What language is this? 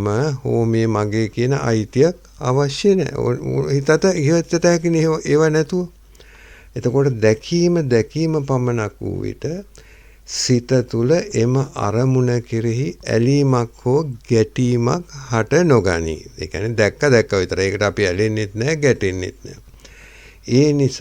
Sinhala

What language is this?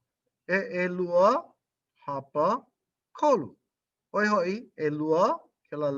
Hawaiian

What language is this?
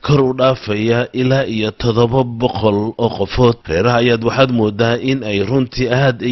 Somali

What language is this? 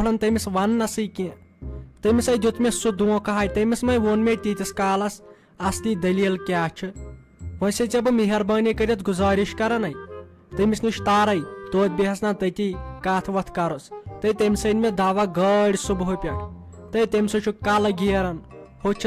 Kashmiri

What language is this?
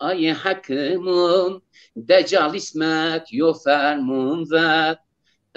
Zaza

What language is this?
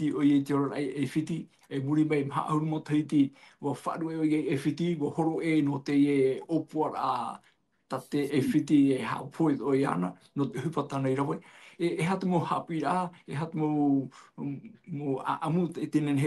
Tahitian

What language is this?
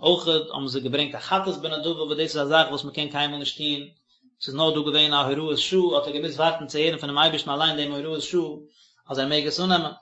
Yiddish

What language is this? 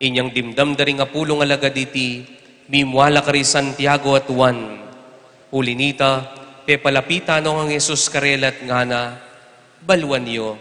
Pampanga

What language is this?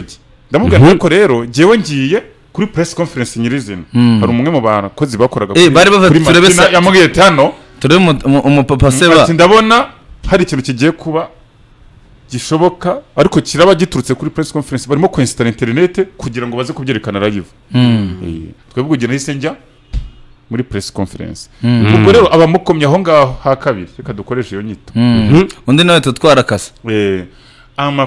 Kinyarwanda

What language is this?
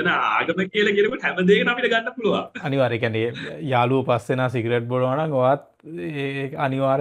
Sinhala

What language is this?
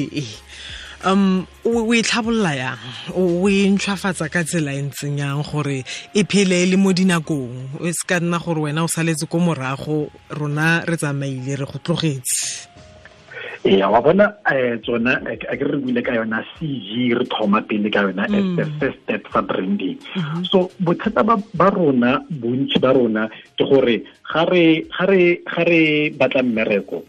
Tswana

